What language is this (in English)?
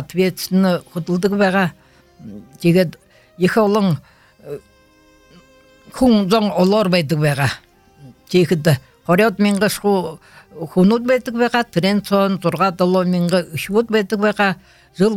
Buriat